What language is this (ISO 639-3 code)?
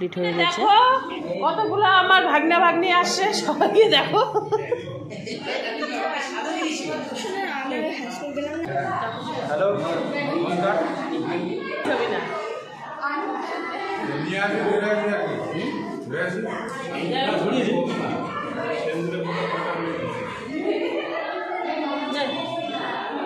ben